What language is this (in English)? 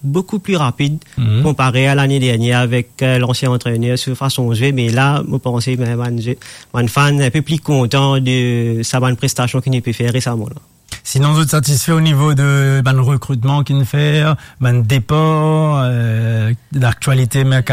Morisyen